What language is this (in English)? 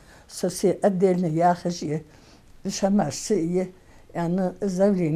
Ingush